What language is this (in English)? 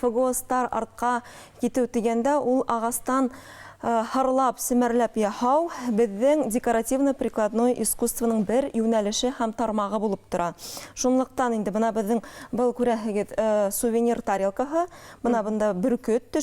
Bashkir